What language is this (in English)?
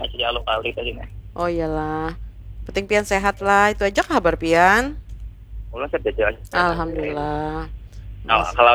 Banjar